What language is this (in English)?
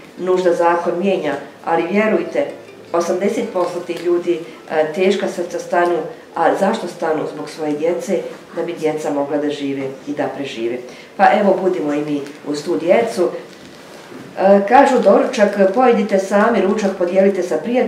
Bosnian